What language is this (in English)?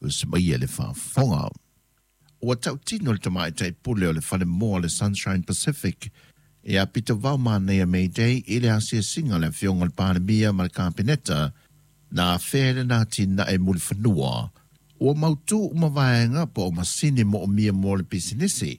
Samoan